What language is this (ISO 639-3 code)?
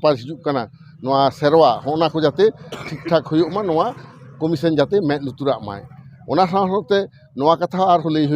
sat